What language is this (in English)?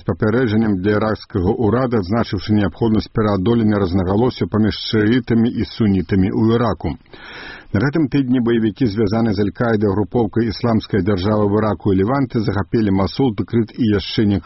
Belarusian